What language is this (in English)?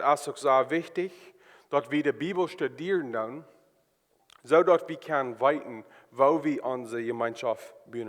Plautdietsch